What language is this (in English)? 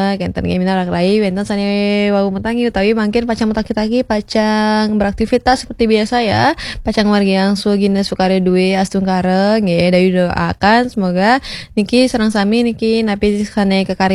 Balinese